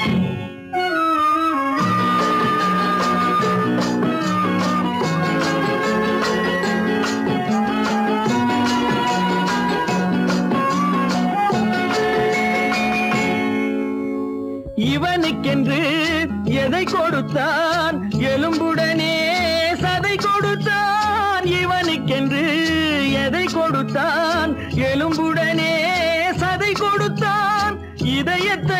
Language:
Tamil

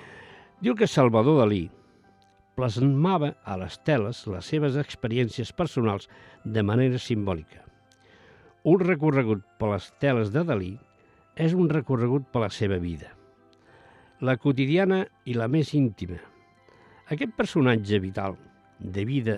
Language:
Catalan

